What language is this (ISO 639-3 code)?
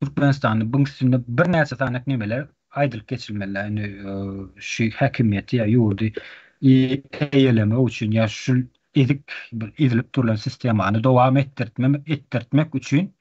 tuk